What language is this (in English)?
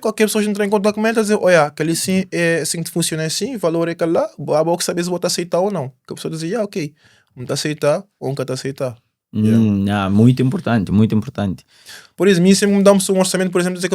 Kabuverdianu